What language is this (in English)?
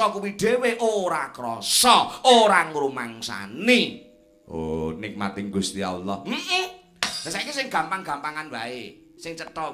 Javanese